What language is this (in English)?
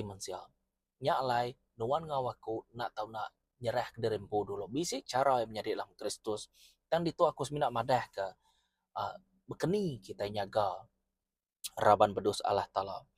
Iban